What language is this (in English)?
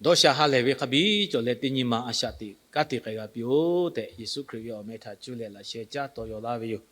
Lahu